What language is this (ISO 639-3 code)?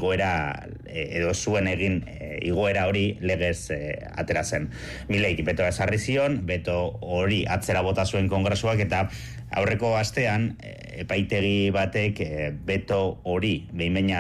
eus